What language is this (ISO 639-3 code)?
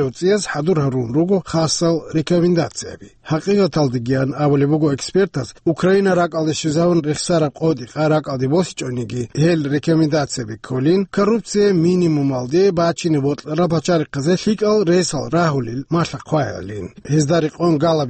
ava